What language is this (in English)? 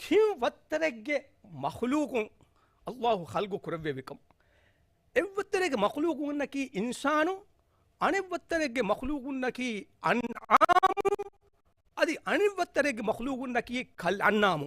Divehi